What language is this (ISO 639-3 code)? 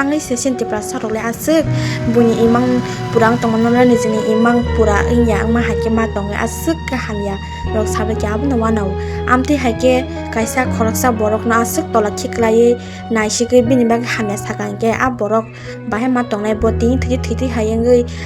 trp